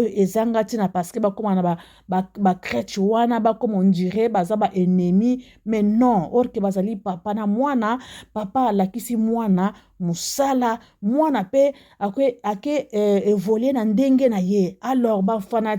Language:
Lingala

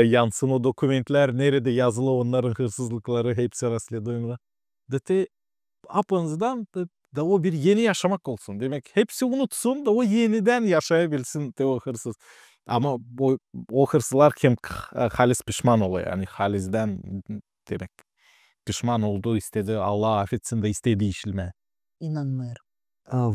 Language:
Gagauz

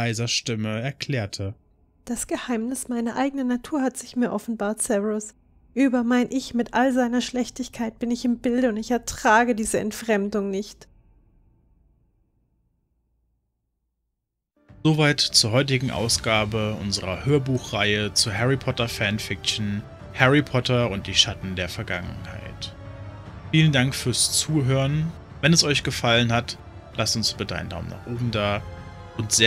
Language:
German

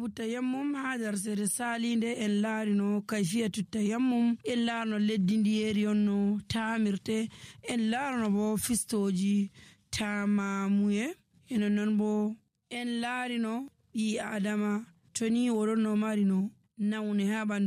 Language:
Nigerian Fulfulde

